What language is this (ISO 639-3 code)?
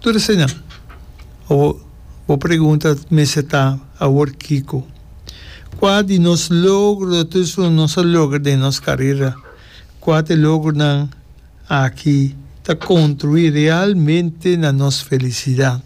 pap